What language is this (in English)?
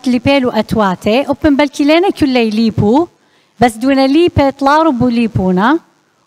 Assyrian Neo-Aramaic